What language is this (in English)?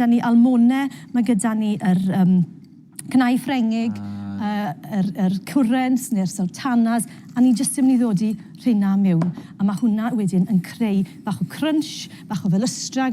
Welsh